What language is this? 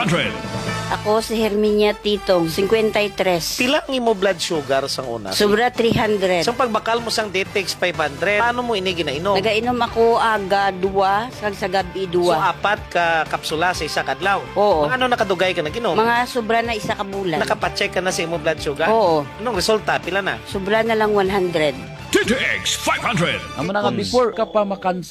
Hiligaynon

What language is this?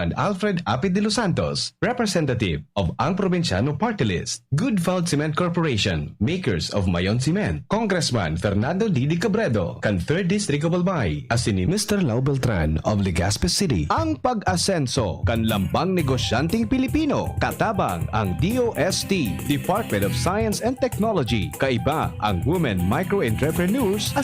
Bikol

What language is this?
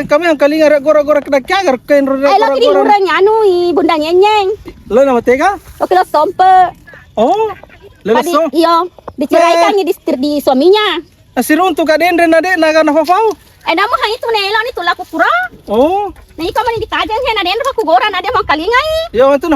Buginese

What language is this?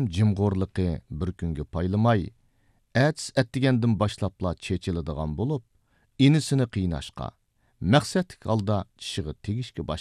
Uyghur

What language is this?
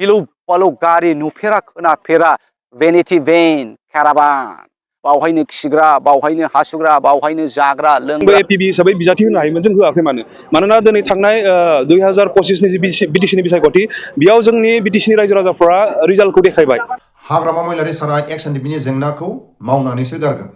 Bodo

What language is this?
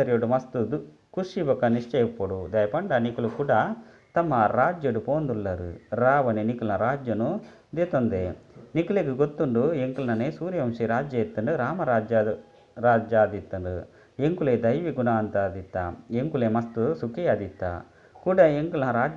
Tulu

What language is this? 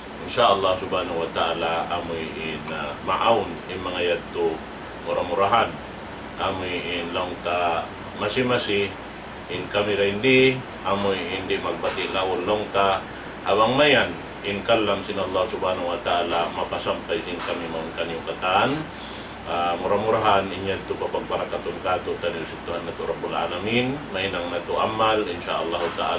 Tausug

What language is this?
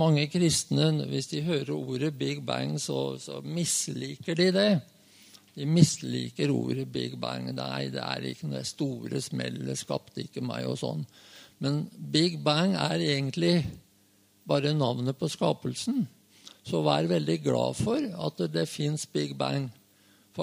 Norwegian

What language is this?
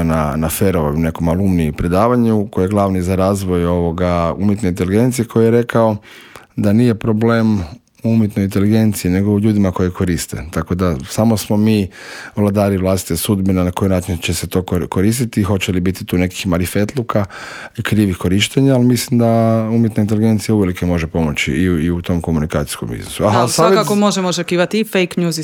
Croatian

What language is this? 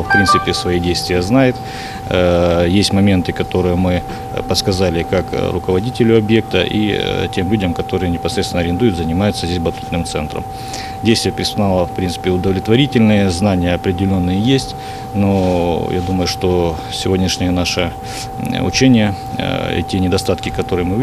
Russian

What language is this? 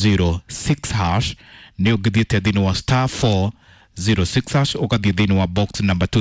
Kikuyu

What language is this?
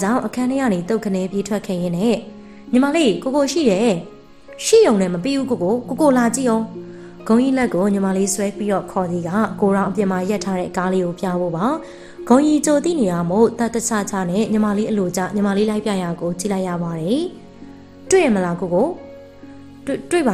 Burmese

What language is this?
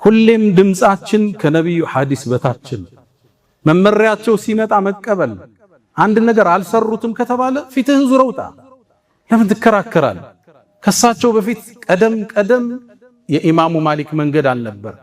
Amharic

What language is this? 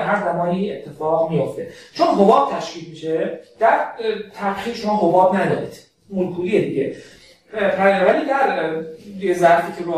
Persian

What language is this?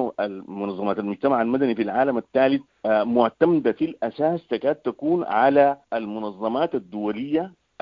Sudanese Arabic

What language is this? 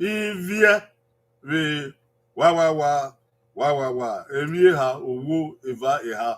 Bini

